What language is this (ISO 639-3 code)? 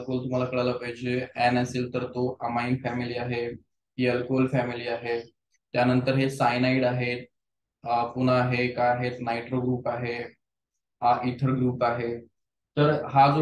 mar